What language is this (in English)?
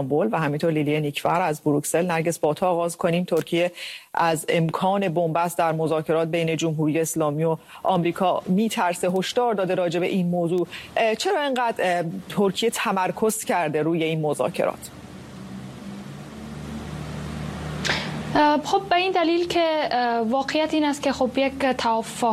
Persian